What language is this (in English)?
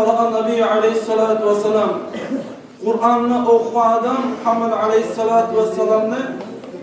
Kumyk